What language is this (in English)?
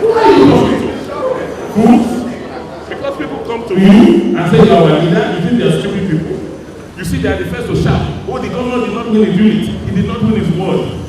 Nigerian Pidgin